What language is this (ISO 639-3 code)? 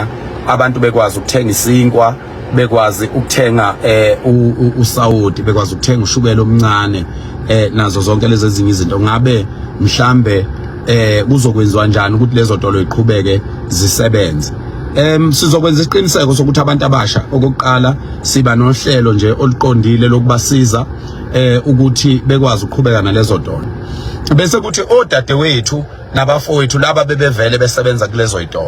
zul